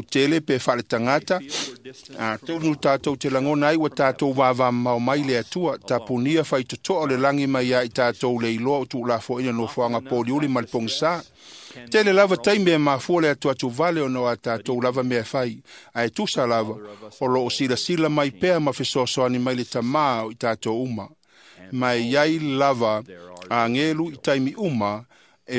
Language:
Samoan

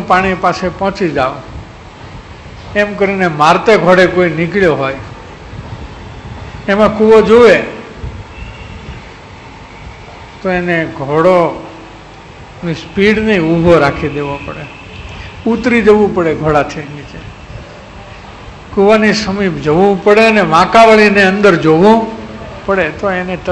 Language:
Gujarati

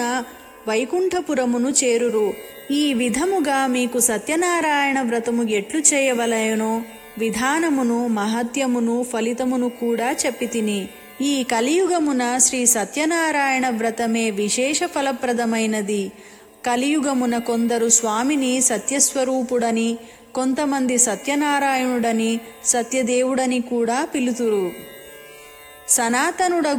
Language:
Telugu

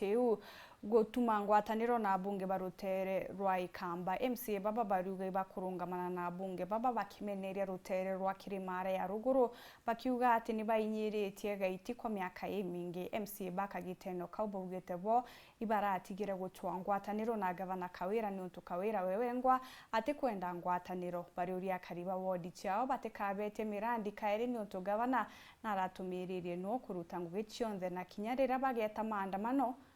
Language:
Meru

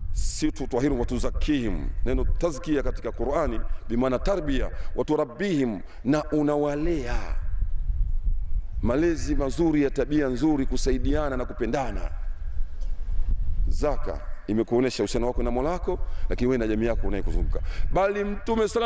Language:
Swahili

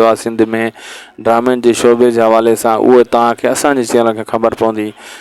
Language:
Sindhi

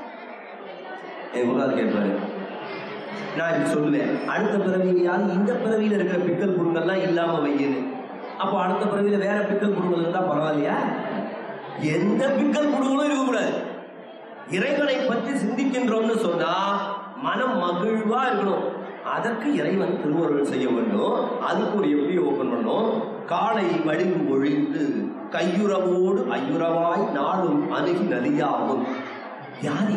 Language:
Tamil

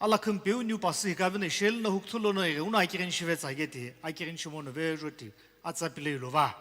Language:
Sumi Naga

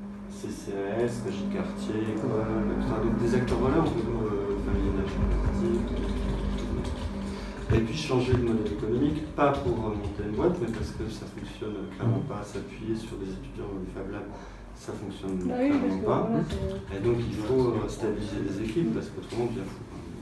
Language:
French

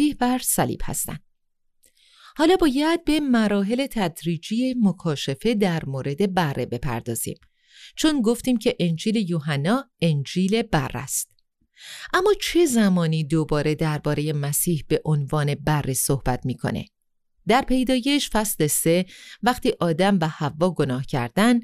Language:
Persian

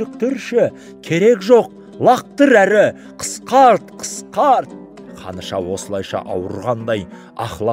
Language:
Kazakh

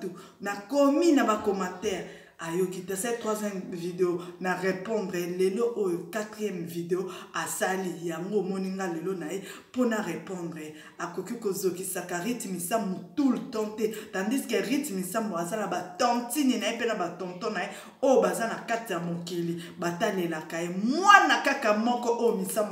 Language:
Lingala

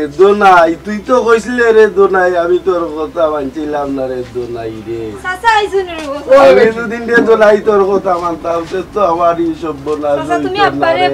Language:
Sylheti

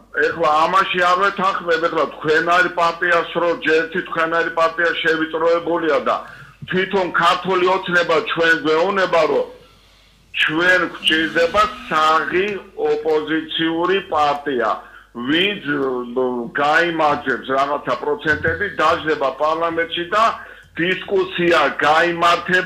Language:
Georgian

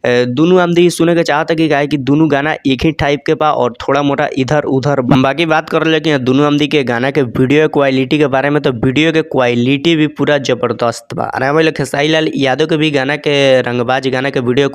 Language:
Bhojpuri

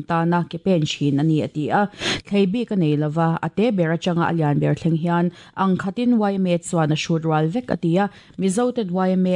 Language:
Mizo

